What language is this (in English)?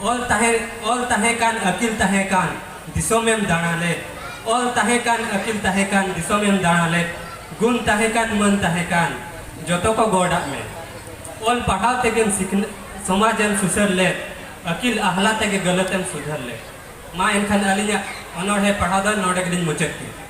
Santali